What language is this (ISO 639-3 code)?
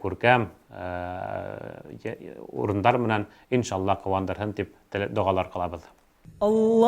bak